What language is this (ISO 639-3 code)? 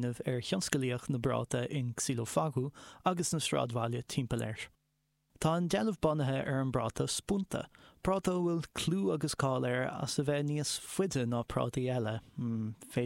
gle